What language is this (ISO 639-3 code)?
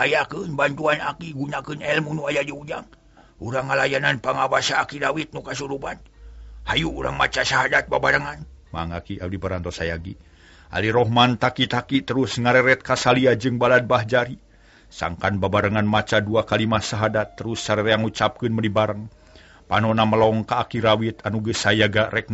sun